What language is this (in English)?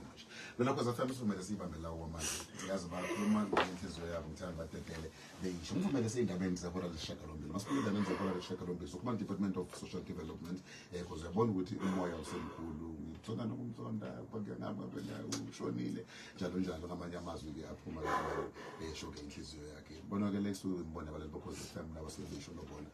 Zulu